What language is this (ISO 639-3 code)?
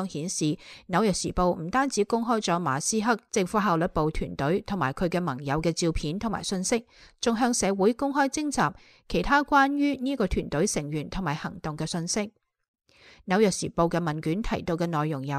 yue